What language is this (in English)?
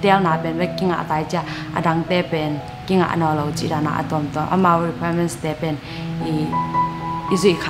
Tedim Chin